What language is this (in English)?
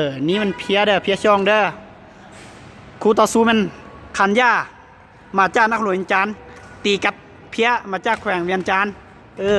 Lao